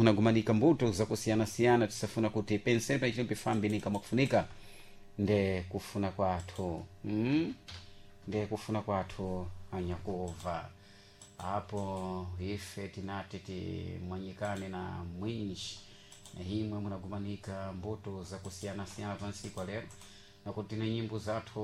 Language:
Sena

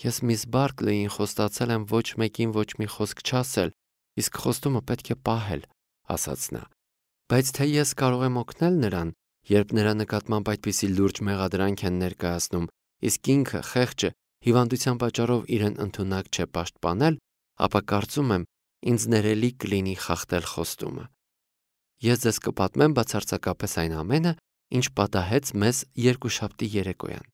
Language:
Armenian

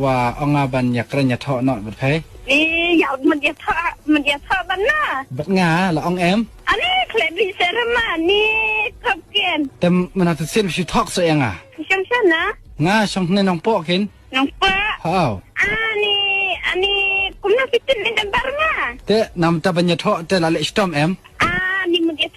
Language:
Khasi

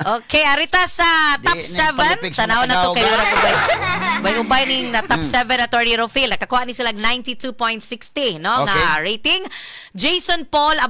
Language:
Cebuano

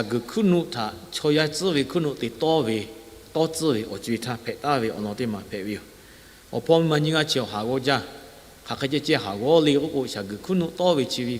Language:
Lahu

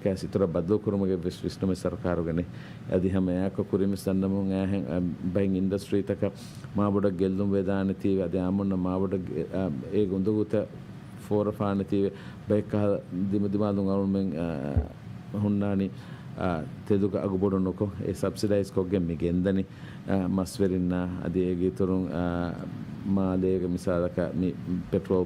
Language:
Divehi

